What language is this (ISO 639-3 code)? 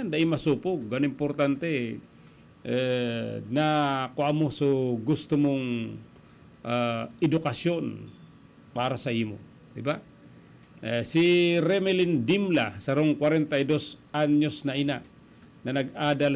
bik